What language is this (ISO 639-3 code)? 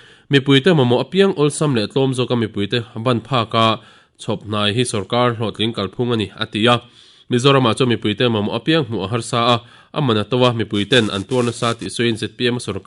lus